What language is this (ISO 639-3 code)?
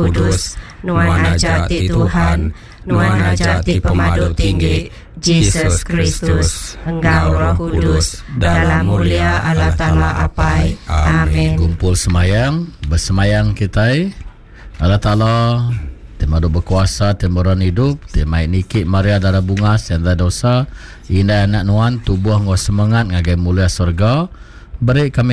iba